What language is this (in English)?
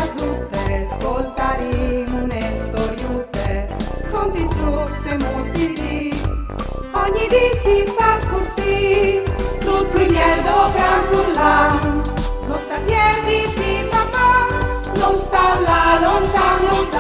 Friulian